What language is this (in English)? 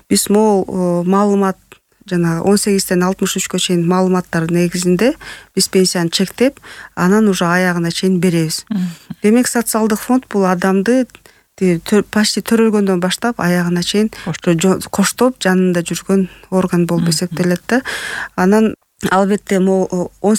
Kyrgyz